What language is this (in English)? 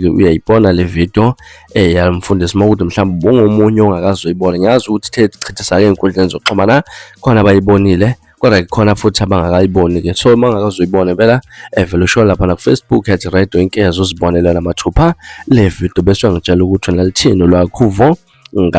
Zulu